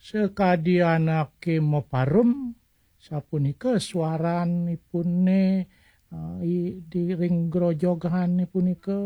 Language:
Balinese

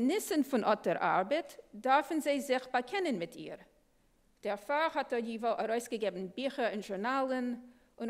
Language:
Yiddish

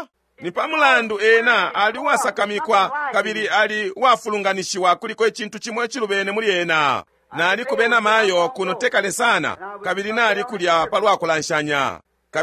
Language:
Bemba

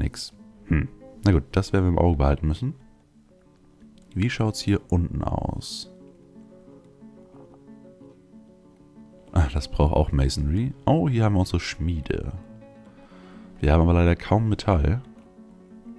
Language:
German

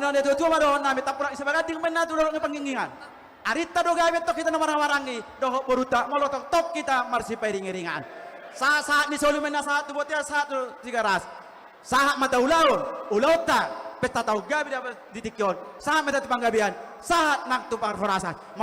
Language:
Batak Toba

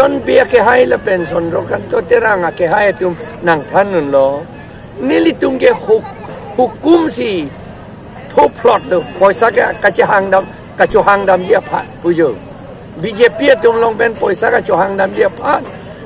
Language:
Karbi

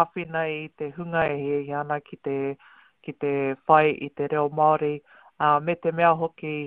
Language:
Māori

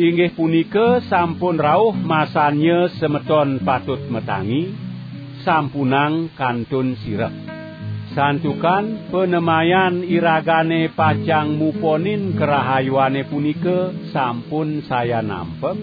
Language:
Balinese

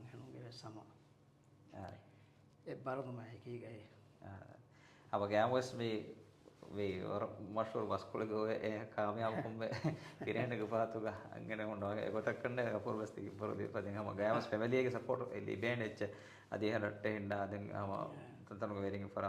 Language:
Divehi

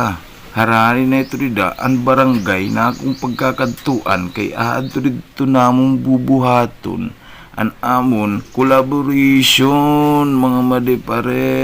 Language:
Waray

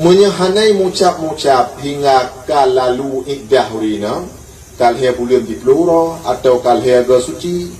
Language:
Achinese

